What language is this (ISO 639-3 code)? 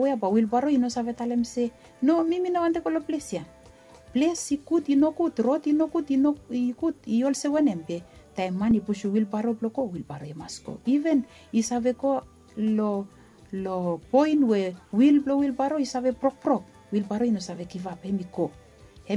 bis